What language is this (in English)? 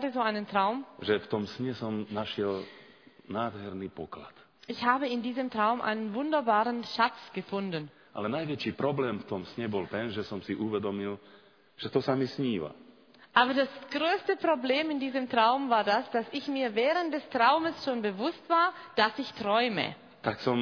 Slovak